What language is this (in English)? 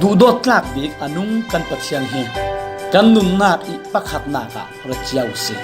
Falam Chin